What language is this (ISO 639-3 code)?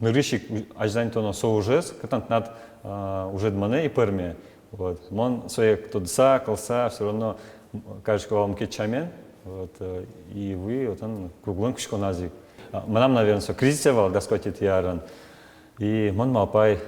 udm